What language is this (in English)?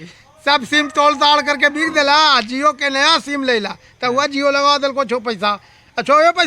Magahi